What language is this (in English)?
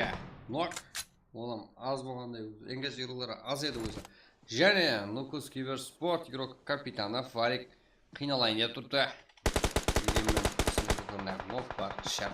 Kara-Kalpak